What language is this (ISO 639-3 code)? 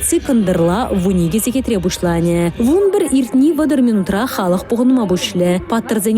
chv